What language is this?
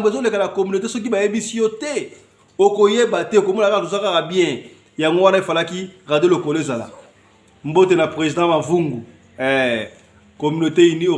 Lingala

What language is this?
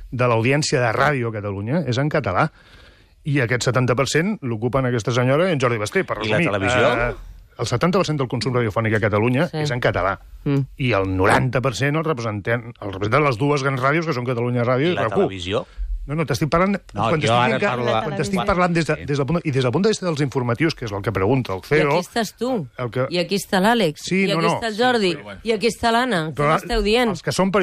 Catalan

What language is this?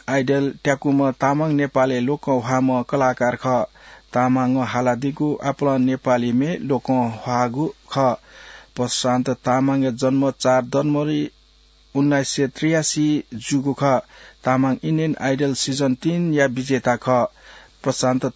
Newari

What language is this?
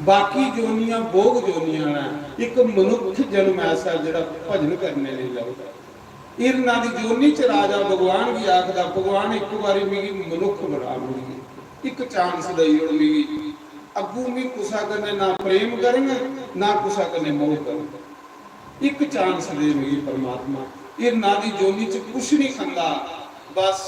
Dogri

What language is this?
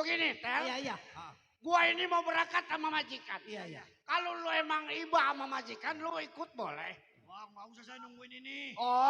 Betawi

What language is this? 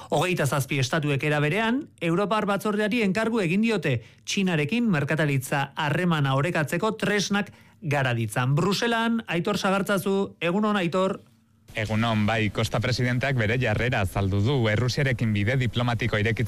Basque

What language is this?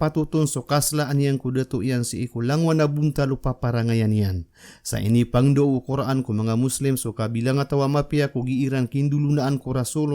Maranao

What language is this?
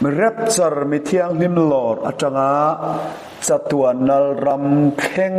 Mizo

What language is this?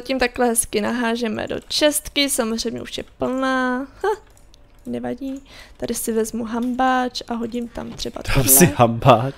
Czech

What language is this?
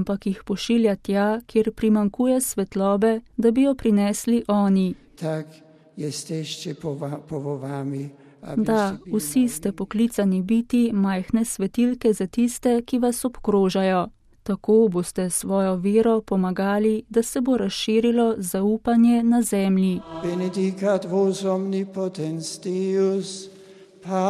Slovenian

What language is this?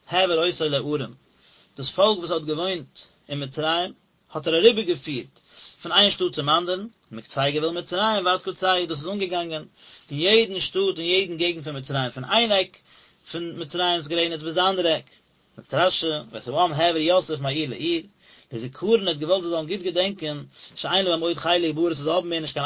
Yiddish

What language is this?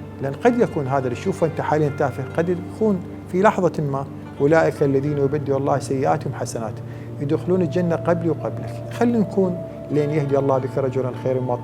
Mesopotamian Arabic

